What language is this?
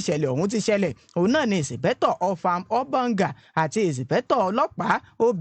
Yoruba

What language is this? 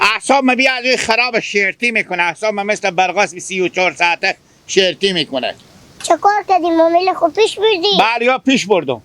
Hazaragi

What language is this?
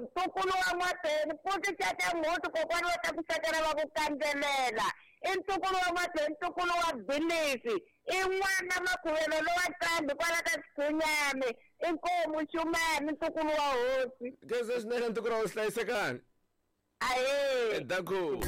Tsonga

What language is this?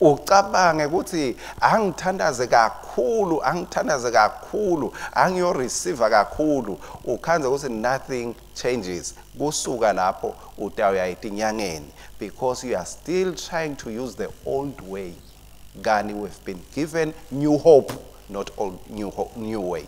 Swati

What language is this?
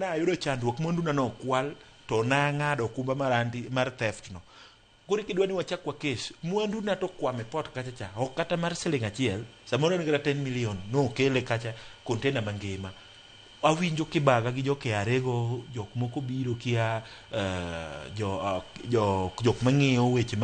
Luo (Kenya and Tanzania)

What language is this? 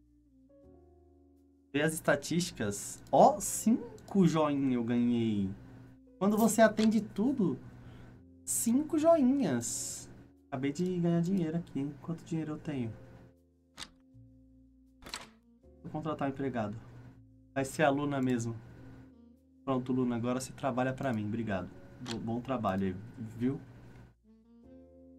Portuguese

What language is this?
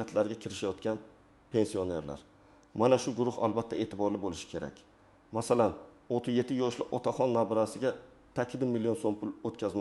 Uzbek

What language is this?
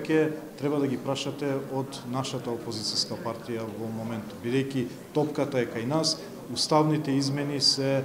Macedonian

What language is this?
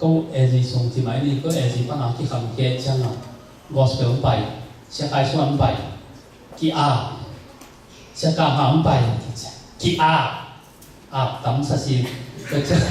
Tedim Chin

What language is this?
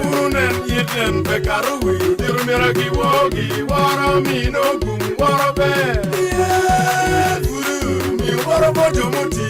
Acoli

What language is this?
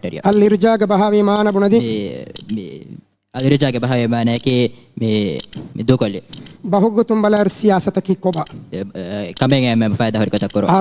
Divehi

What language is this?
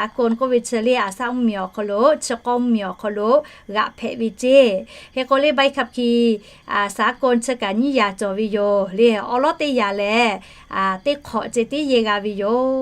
Lahu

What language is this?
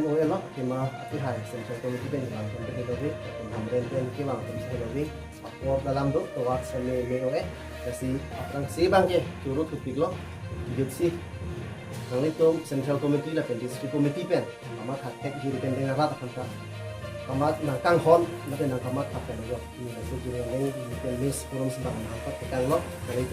Karbi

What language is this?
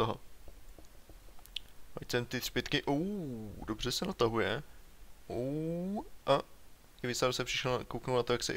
Czech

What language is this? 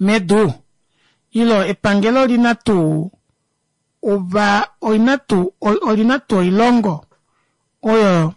Kuanyama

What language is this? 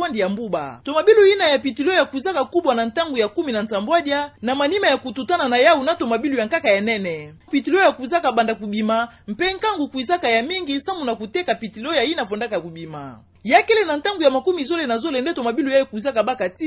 Kituba (Democratic Republic of Congo)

